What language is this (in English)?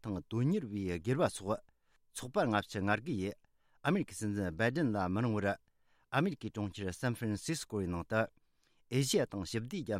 Tibetan